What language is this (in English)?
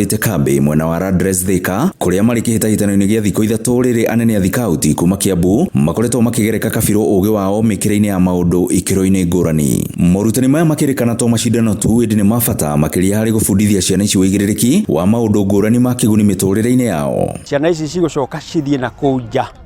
Kikuyu